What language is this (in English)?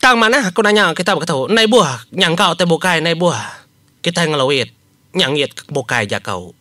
Iban